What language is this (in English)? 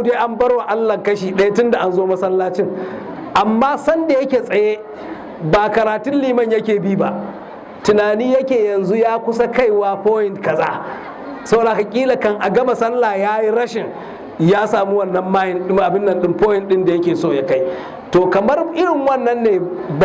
Hausa